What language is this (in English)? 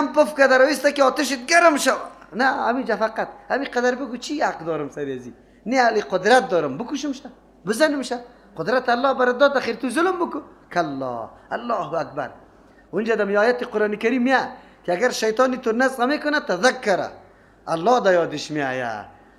Persian